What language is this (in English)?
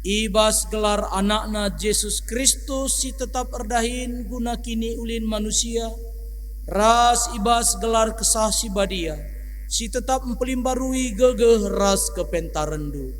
Batak Karo